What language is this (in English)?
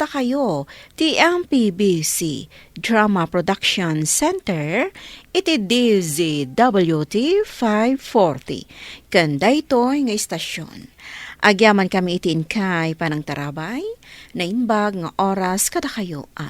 Iloko